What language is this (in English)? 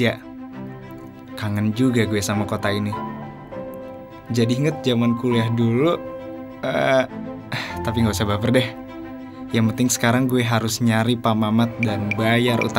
Indonesian